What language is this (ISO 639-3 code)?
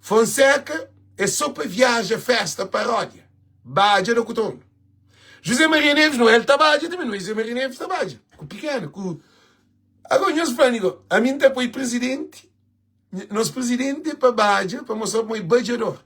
kea